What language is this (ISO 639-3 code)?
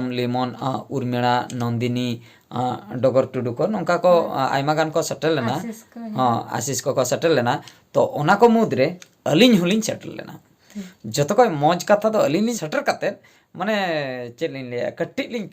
sat